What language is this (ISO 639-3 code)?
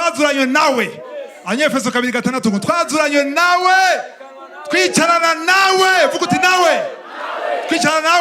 run